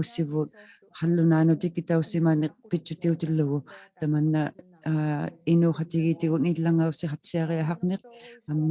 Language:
Inuktitut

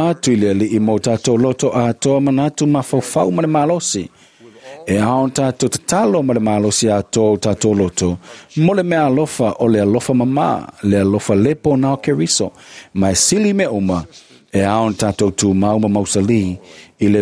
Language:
Samoan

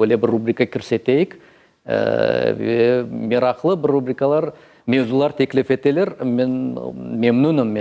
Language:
Crimean Tatar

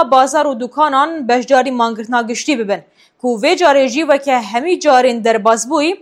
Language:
Kurdish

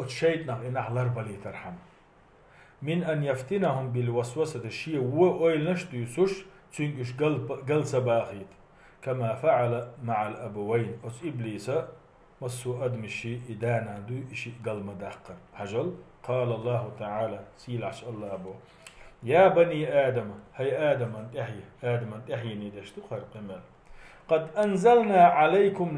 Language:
Chechen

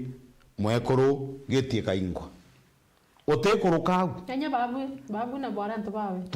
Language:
Meru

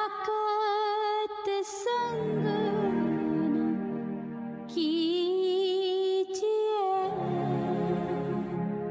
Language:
Punjabi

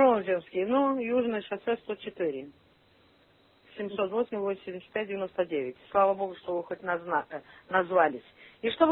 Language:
Russian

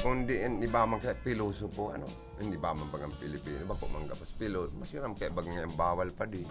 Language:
Bikol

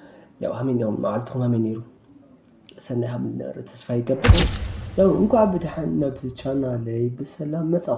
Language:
Tigrinya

